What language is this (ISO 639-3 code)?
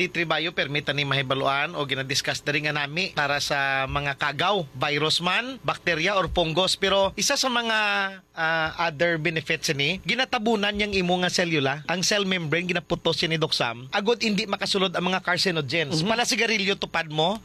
hil